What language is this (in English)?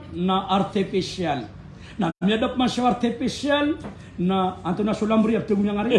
Maranao